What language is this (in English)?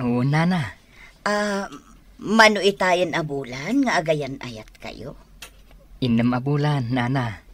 Iloko